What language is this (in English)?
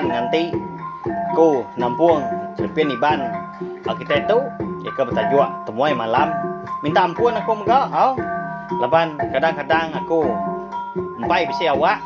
Iban